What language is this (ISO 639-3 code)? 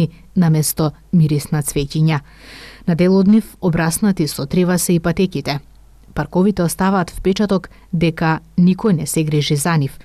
mkd